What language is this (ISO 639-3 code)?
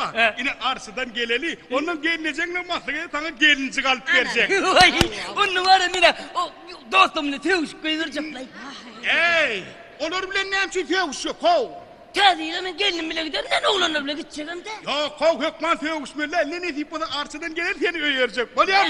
tuk